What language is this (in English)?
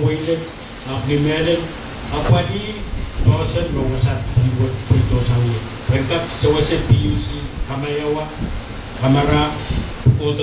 Pohnpeian